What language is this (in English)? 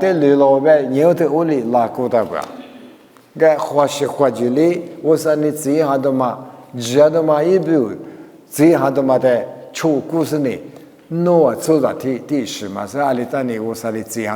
Lisu